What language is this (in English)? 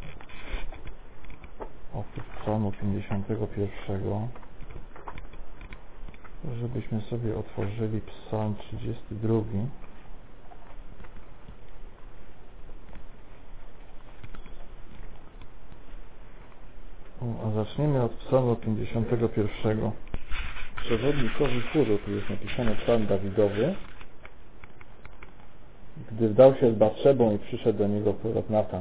Polish